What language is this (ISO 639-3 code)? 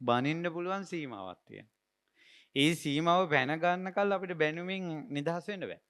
sin